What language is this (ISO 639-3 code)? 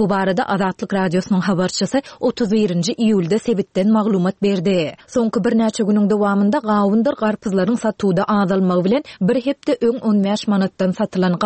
tuk